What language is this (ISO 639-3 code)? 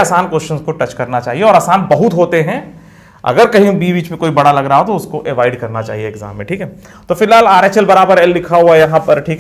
hin